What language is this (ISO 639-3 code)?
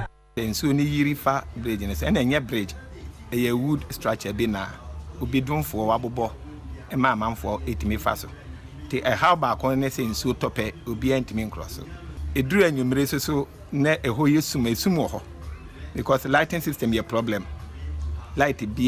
aka